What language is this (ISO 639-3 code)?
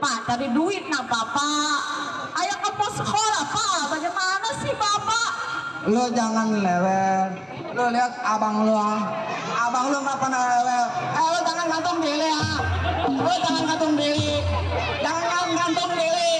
bew